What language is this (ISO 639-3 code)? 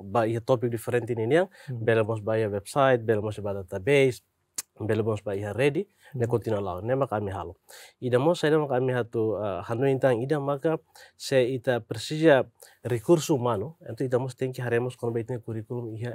tet